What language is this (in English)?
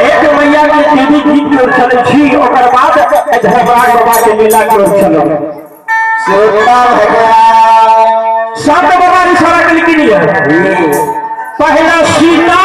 Maithili